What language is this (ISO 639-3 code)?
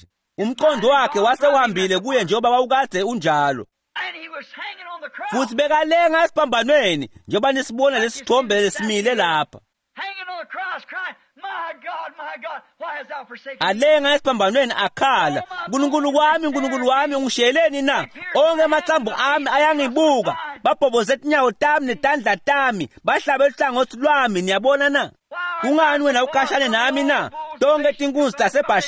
ssw